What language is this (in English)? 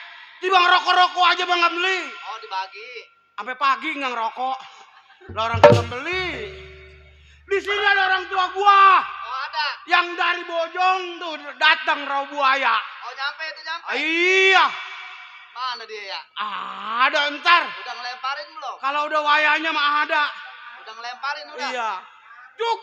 Betawi